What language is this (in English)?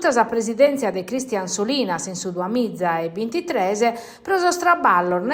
Sardinian